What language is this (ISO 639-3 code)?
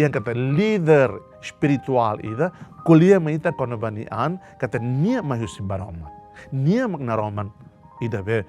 tet